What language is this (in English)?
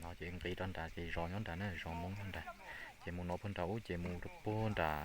Hmong